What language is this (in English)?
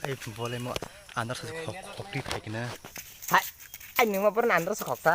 Kok Borok